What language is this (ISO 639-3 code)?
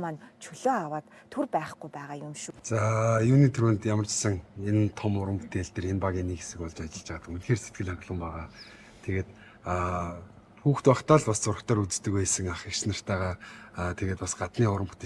mon